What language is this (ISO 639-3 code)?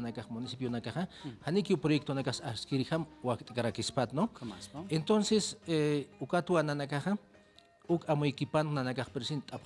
aym